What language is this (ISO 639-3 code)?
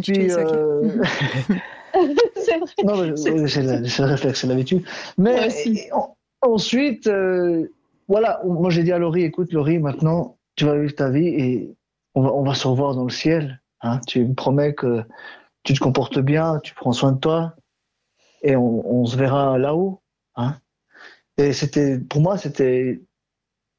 fra